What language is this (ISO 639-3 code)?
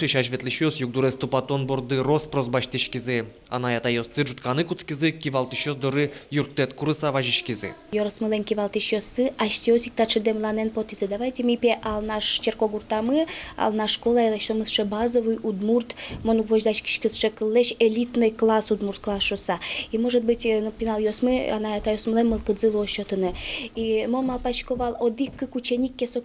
udm